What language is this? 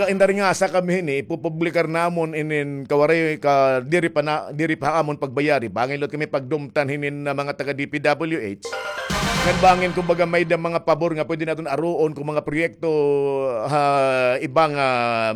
Waray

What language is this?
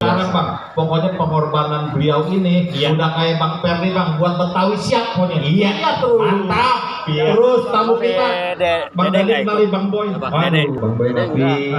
Betawi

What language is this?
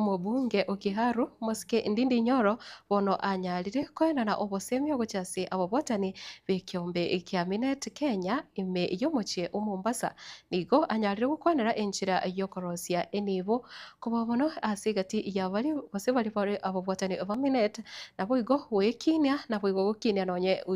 Gusii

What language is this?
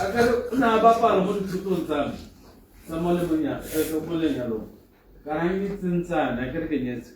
Tswana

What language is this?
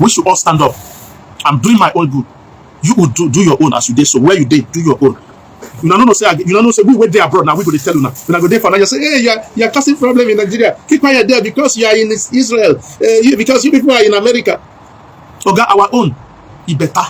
Nigerian Pidgin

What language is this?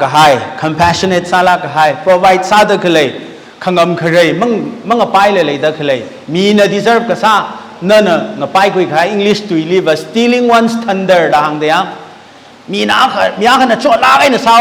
Tangkhul Naga (India)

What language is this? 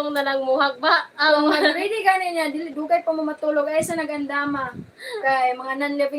Cebuano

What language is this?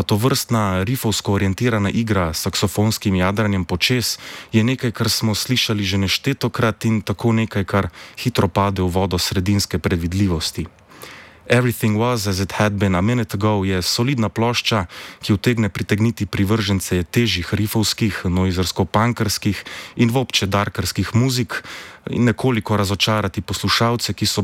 Slovenian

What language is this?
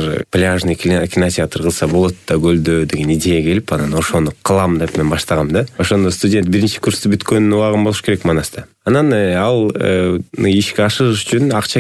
Kyrgyz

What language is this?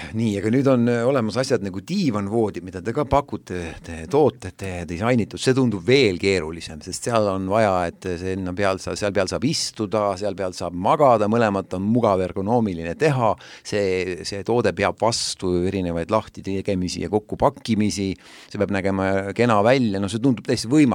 Estonian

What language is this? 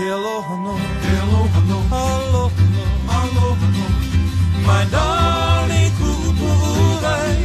Hawaiian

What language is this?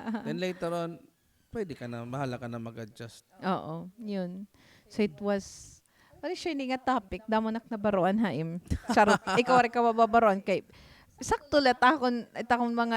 Waray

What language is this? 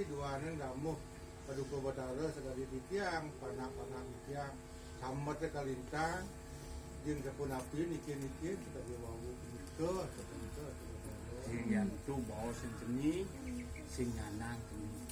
Balinese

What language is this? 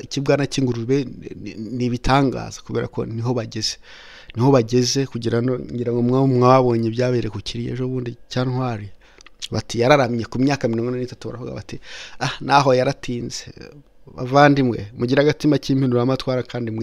Kinyarwanda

